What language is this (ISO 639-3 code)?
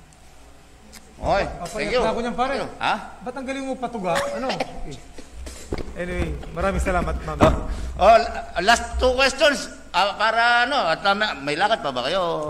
fil